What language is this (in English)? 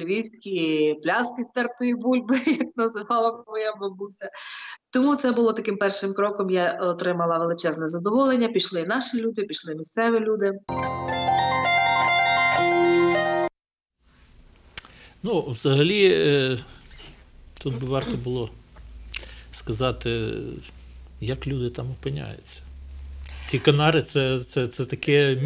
Ukrainian